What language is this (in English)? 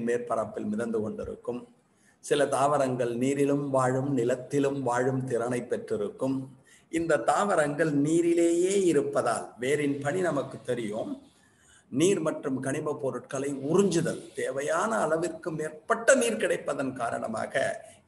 Tamil